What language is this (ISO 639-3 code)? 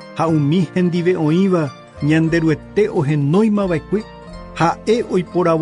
grn